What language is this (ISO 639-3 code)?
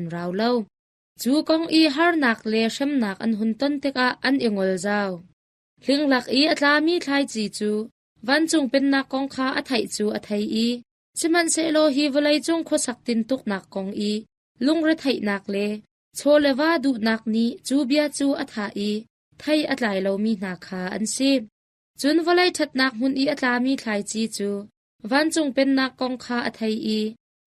cnh